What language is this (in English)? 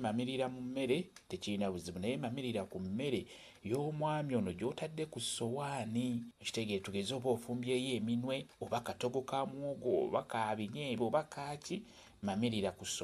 Ganda